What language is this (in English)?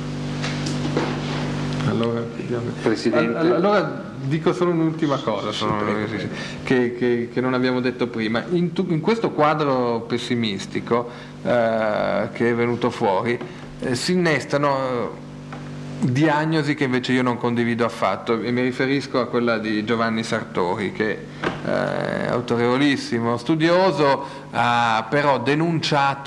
Italian